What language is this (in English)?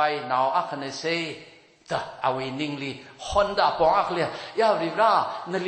Tangkhul Naga (India)